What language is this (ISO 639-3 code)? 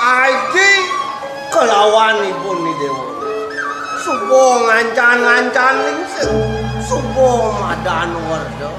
ban